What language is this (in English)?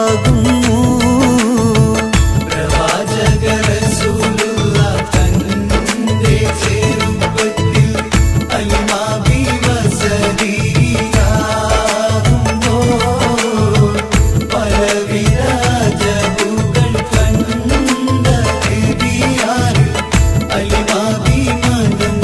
Malayalam